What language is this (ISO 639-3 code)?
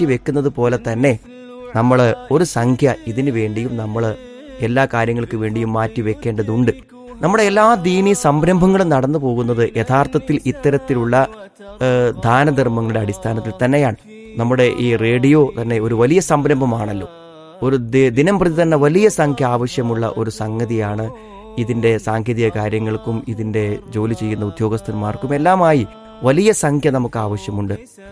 mal